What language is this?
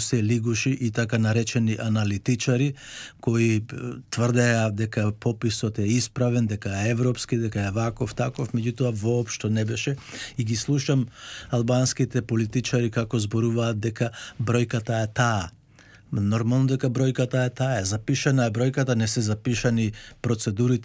Macedonian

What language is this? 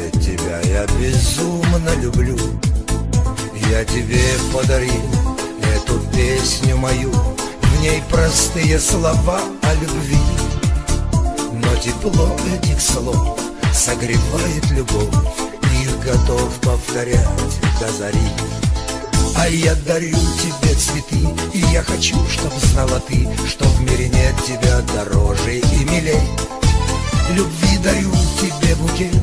Russian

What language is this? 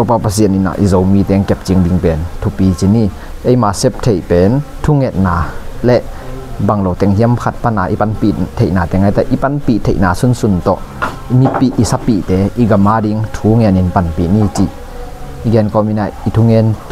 Tedim Chin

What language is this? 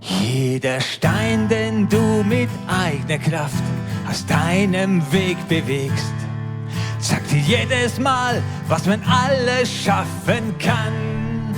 Swiss German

